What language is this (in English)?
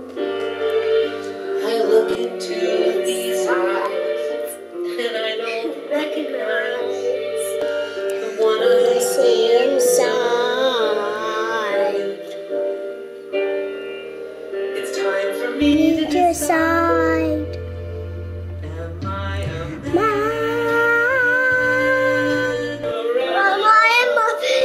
English